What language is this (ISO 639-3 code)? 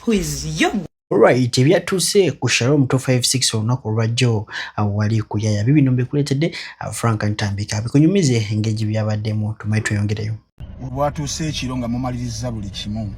lug